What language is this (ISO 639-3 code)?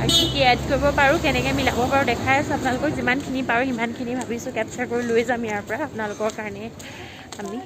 asm